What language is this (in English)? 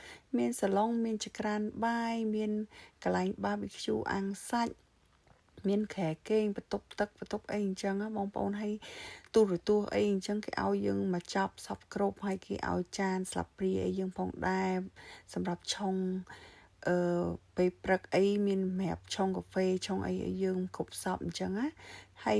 Khmer